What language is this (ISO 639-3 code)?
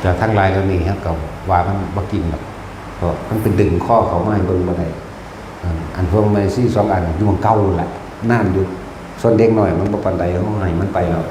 tts